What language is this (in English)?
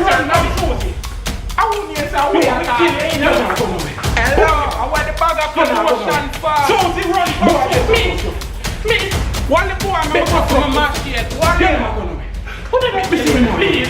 Jamaican Creole English